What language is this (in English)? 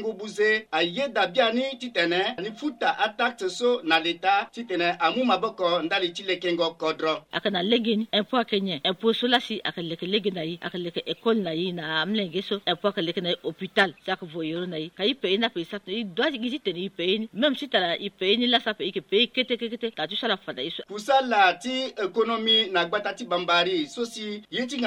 Sango